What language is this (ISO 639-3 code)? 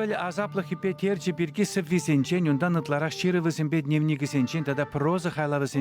chv